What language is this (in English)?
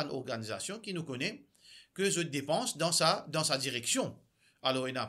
Morisyen